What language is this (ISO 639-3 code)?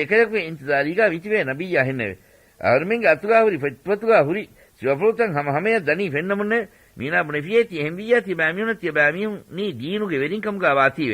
div